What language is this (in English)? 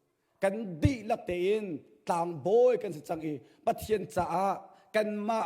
Hakha Chin